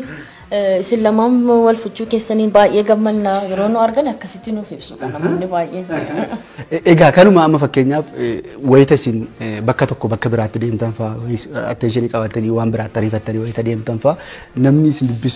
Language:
Oromo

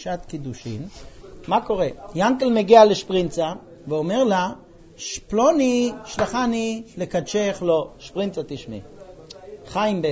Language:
Hebrew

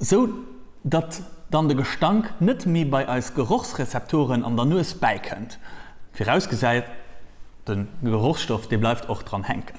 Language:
Luxembourgish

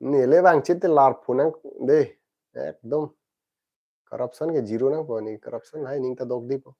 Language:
Karbi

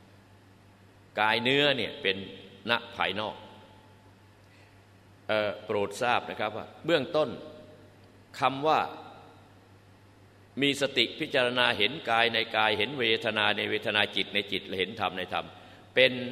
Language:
Thai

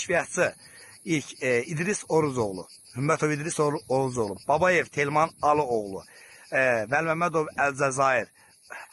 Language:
Azerbaijani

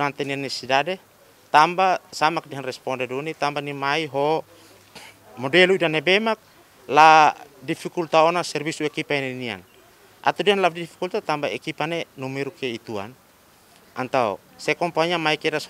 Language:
Tetum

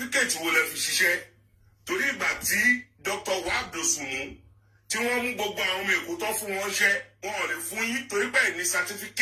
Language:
Yoruba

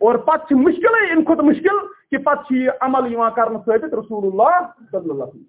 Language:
Kashmiri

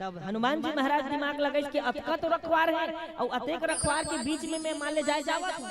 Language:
Chhattisgarhi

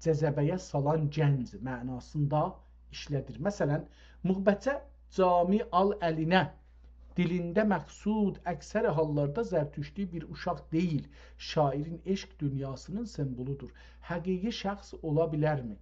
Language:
South Azerbaijani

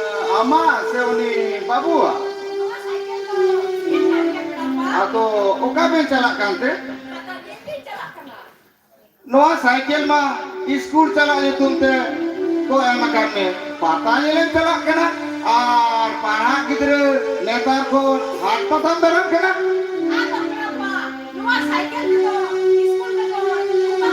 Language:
Santali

